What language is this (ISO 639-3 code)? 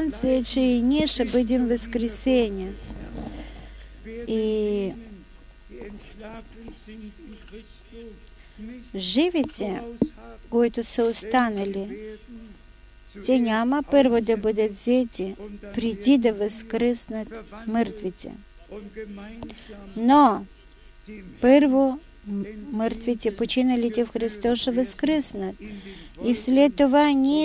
bul